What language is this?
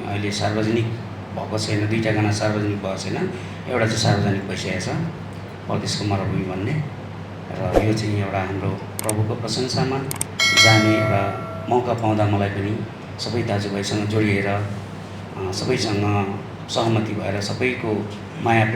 Nepali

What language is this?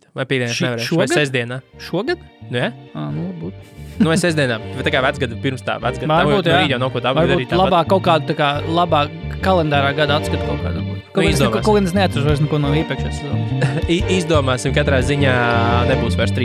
Latvian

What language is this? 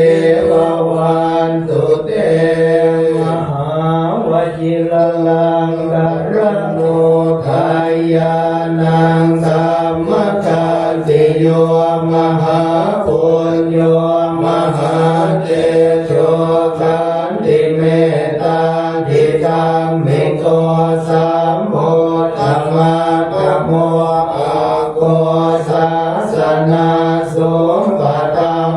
Pali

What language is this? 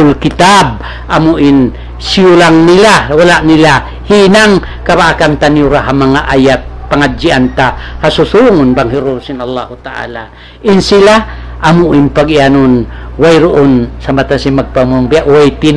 Tausug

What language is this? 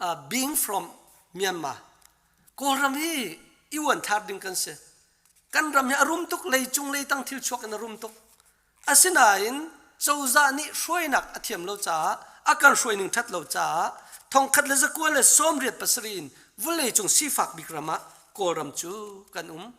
Hakha Chin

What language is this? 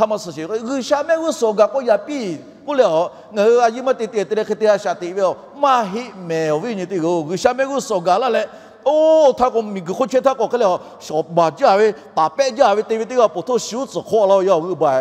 Lahu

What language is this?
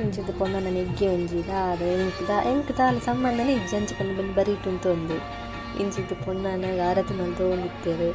Tulu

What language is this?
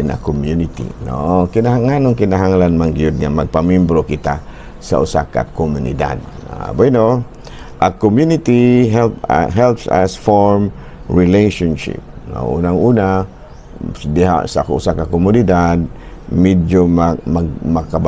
Cebuano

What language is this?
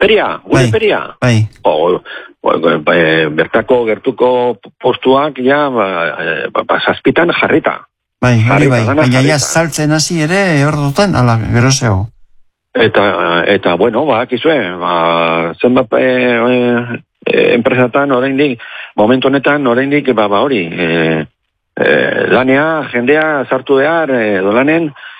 Basque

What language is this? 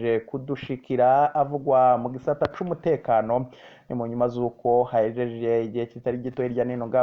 Rundi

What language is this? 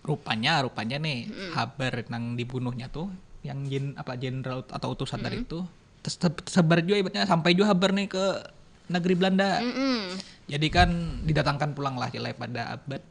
Banjar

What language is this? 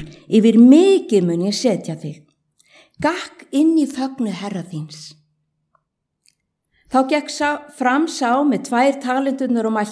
Icelandic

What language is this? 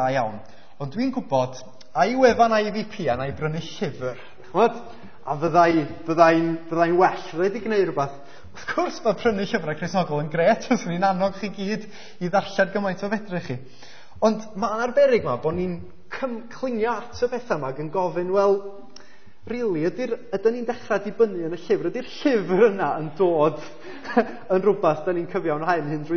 Welsh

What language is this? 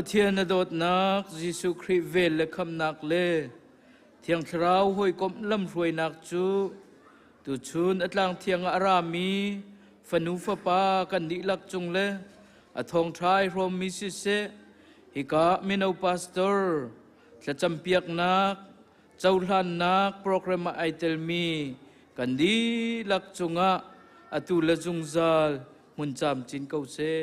Hakha Chin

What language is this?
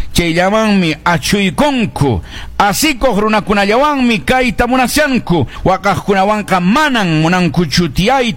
Quechua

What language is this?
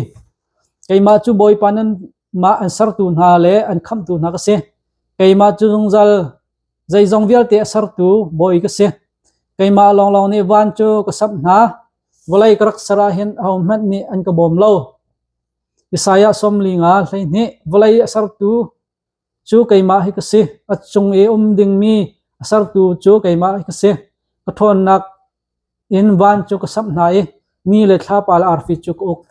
Hakha Chin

